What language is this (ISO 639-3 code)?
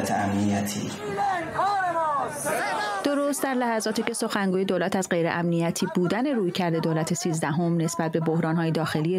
fas